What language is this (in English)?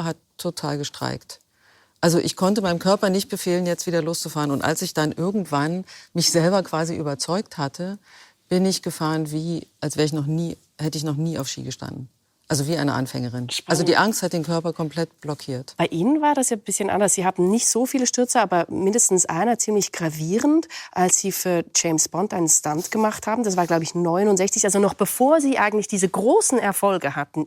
Swiss German